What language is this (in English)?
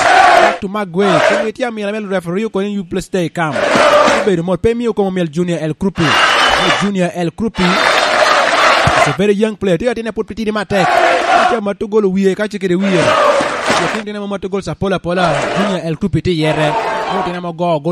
Lango (Uganda)